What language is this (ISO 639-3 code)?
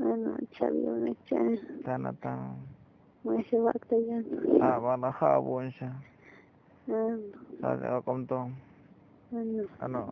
tzo